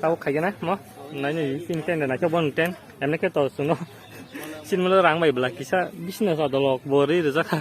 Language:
Kok Borok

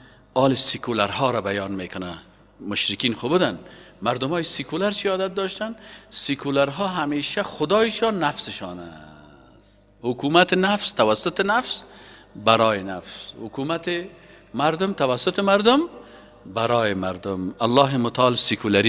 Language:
Persian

